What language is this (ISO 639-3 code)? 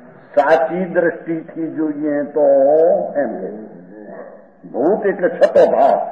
guj